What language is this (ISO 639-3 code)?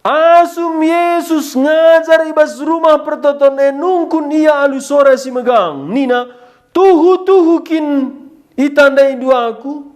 btx